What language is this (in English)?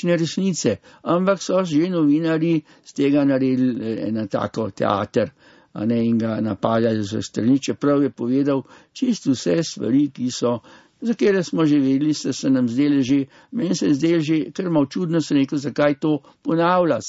Slovenian